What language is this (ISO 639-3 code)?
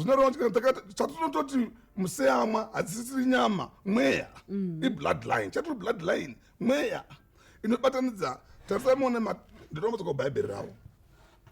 sna